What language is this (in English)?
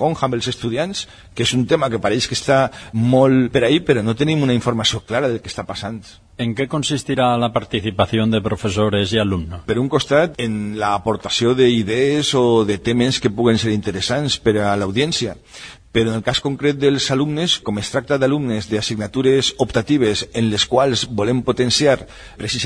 Catalan